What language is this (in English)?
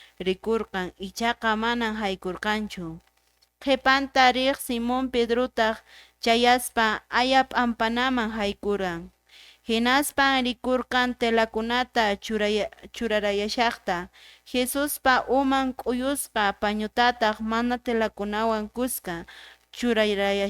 Quechua